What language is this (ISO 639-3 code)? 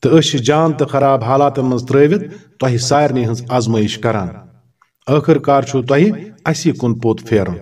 kas